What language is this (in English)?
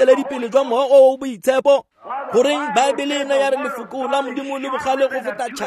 Tswana